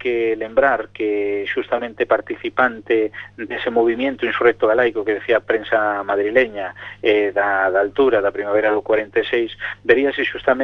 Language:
Galician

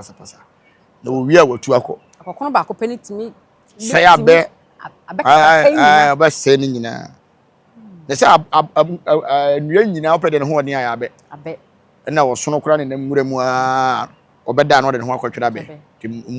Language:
Akan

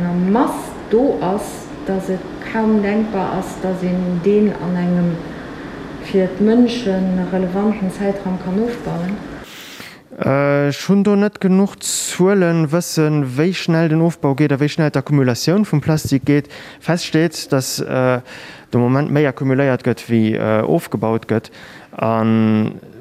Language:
Luxembourgish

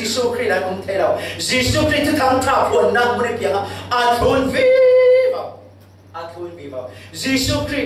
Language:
Falam Chin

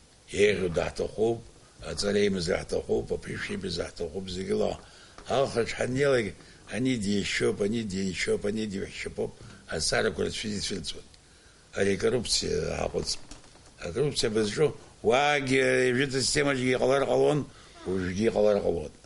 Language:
Abkhazian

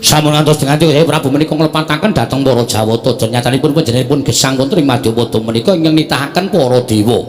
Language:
Javanese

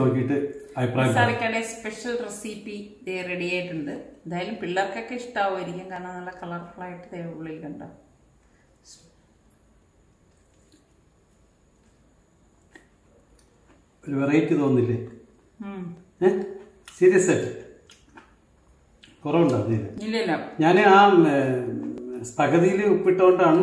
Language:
Malayalam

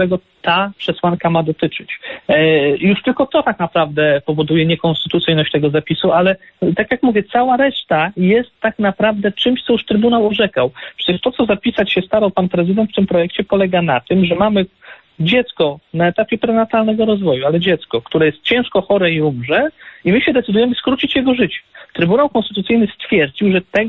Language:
Polish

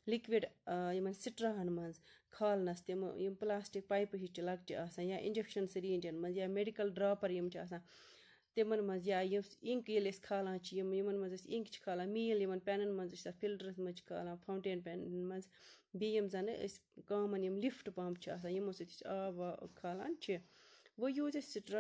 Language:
Kashmiri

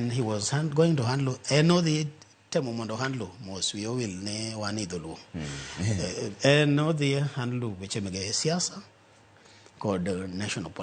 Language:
Luo (Kenya and Tanzania)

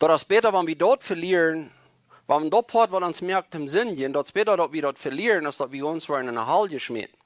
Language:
Plautdietsch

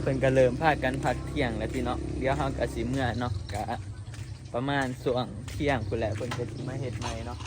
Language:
Northeastern Thai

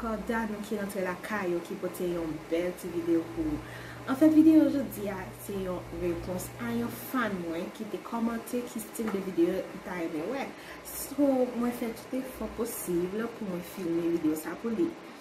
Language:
Haitian Creole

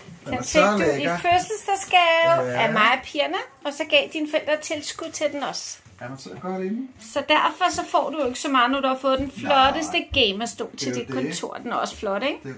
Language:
Danish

